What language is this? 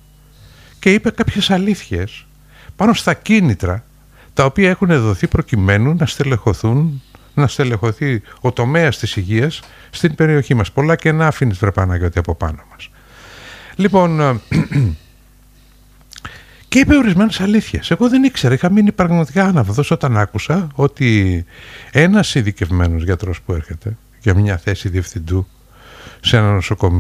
Greek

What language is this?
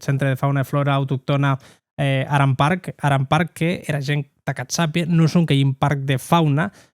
Occitan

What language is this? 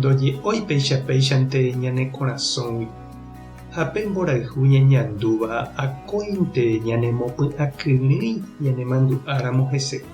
Guarani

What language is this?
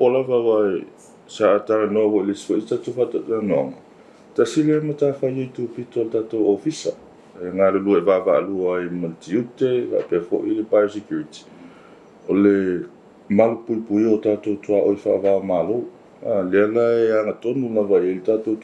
Samoan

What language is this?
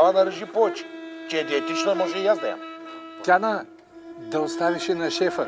Bulgarian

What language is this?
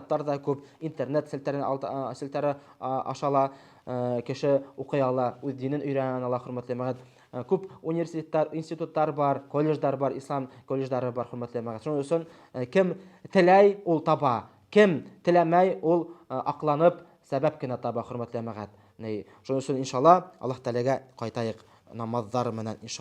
Bashkir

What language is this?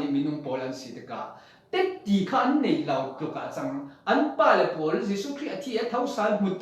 Falam Chin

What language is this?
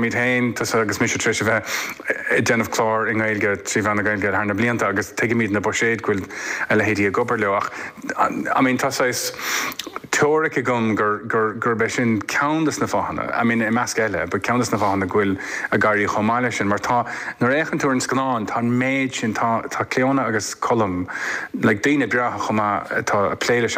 Irish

